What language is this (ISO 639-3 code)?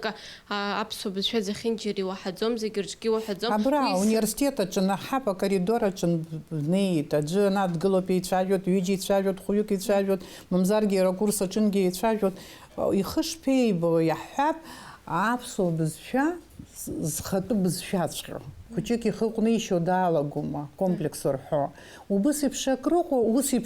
abk